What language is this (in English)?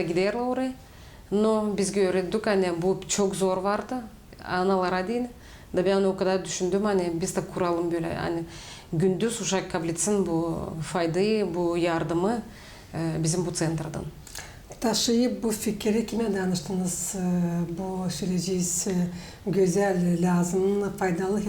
Gagauz